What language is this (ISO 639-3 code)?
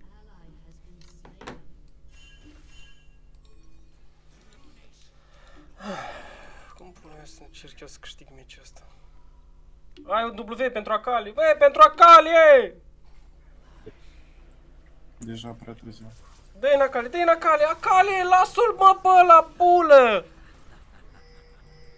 ron